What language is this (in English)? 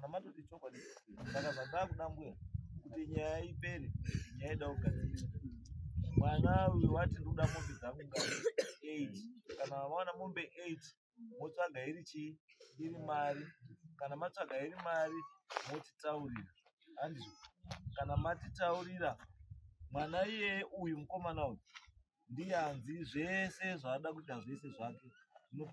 Shona